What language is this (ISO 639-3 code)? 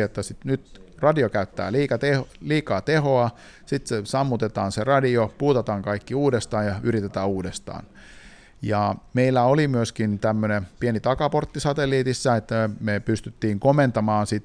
fin